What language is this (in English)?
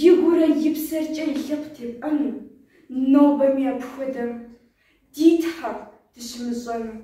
Kabardian